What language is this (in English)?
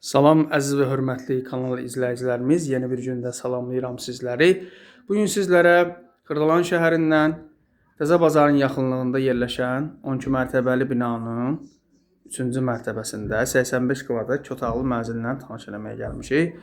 Azerbaijani